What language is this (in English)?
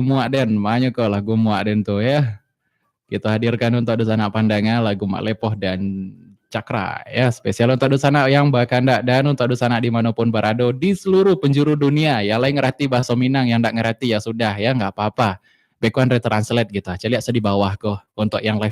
Minangkabau